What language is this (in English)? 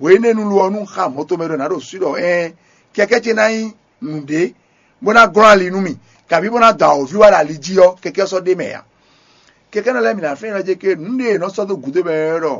Fon